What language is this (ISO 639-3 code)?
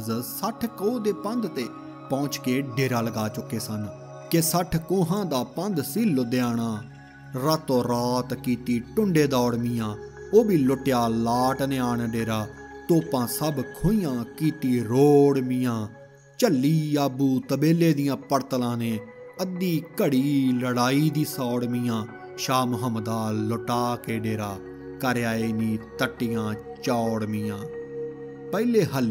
pan